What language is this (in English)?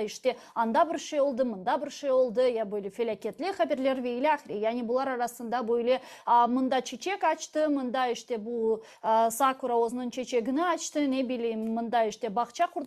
Crimean Tatar